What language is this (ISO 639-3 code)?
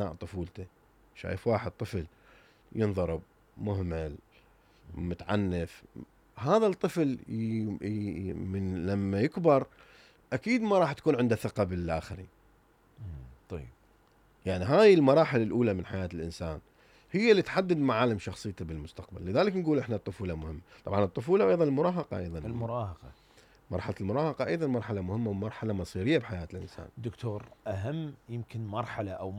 acm